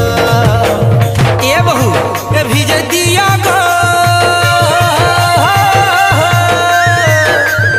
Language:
Sambalpuri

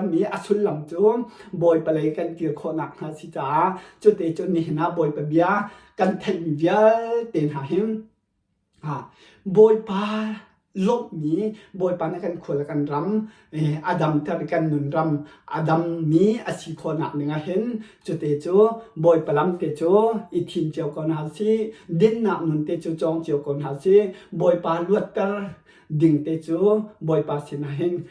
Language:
Hakha Chin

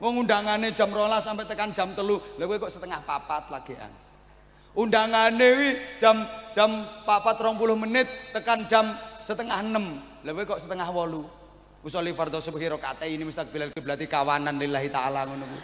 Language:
Javanese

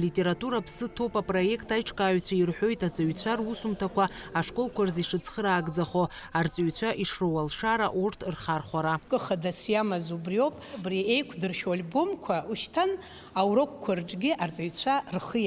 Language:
Abkhazian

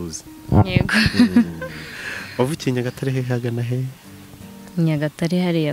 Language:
Kinyarwanda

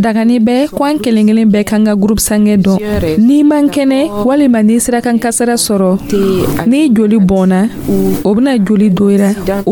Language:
Dyula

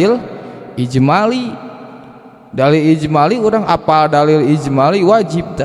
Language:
Sundanese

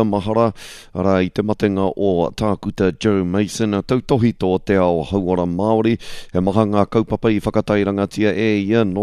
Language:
Māori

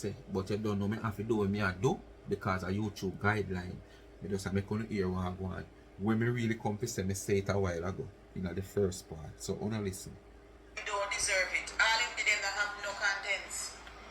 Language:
Jamaican Creole English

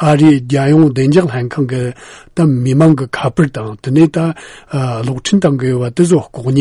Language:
Tibetan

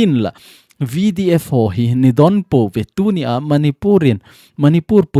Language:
Thado Chin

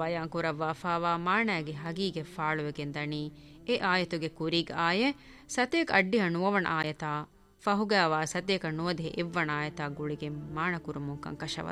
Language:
Divehi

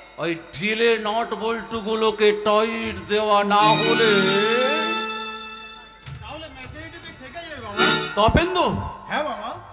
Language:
Bangla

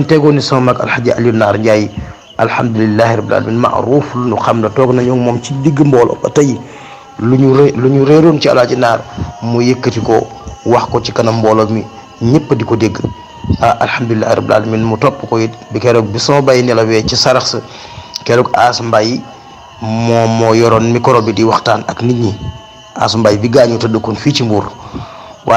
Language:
Wolof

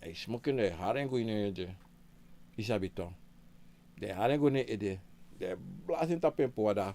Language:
Sranan Tongo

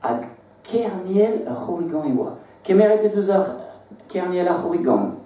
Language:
Breton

